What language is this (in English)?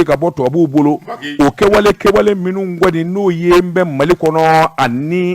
Bambara